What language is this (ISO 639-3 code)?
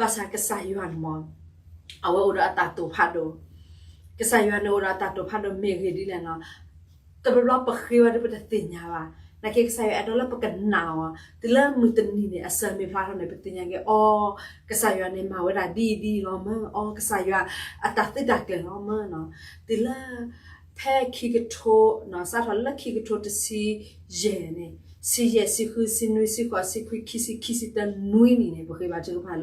ksw